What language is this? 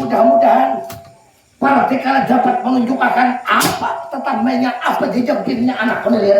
Banjar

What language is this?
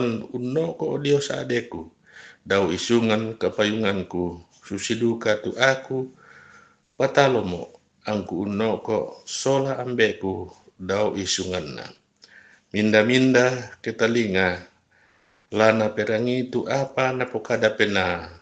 Toraja-Sa'dan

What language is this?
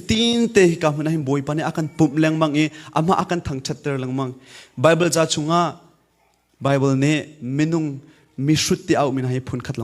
Hakha Chin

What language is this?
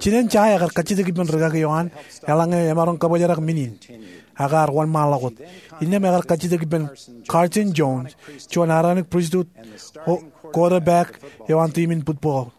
Marshallese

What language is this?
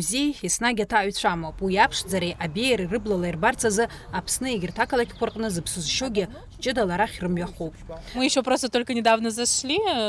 Abkhazian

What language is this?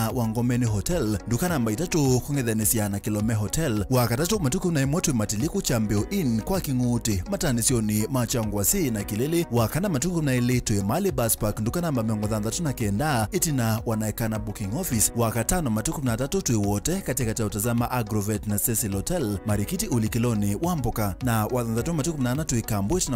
Kamba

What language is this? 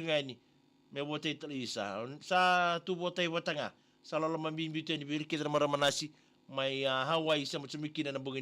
Fijian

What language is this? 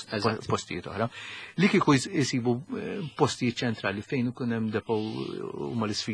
Maltese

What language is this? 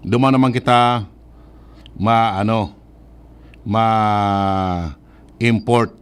Bikol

